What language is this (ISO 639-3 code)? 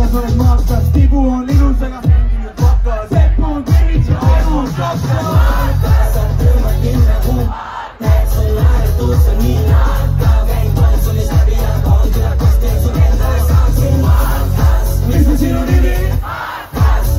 est